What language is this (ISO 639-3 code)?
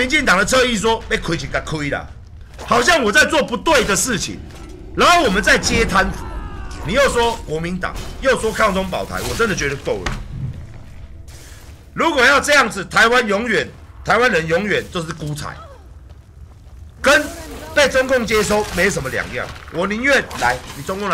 zho